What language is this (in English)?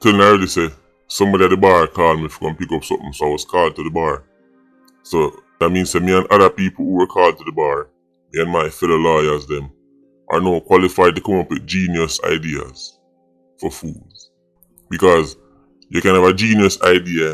Jamaican Creole English